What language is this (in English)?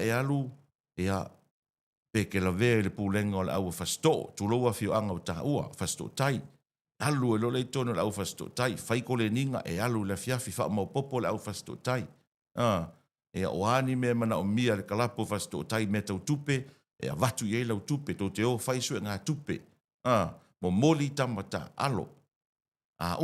Samoan